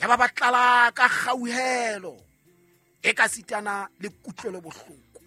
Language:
Southern Sotho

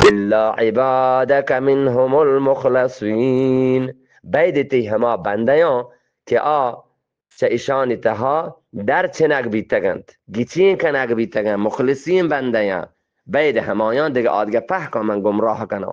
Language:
Eastern Balochi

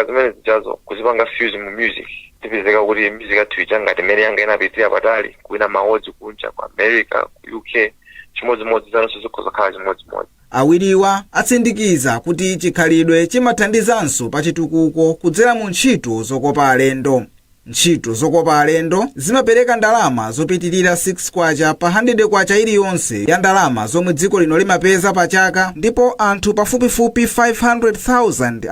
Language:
Nyanja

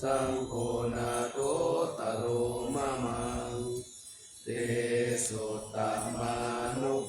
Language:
Pali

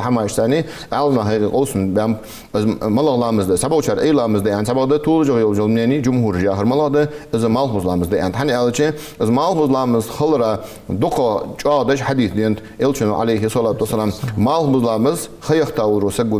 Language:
Ingush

